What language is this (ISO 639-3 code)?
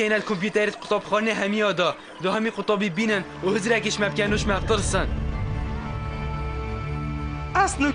kur